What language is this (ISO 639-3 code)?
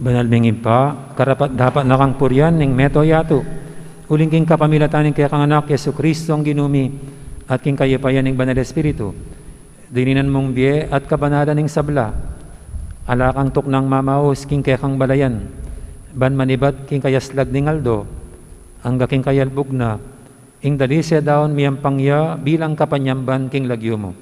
pam